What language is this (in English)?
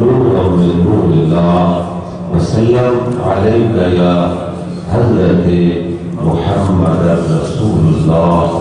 Saraiki